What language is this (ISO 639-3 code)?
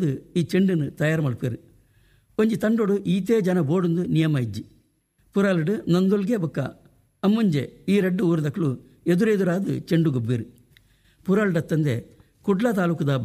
tcy